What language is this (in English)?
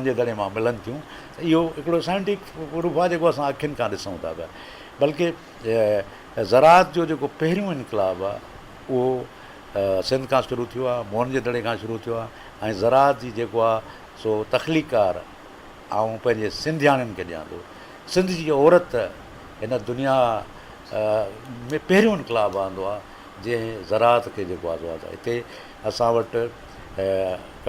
Sindhi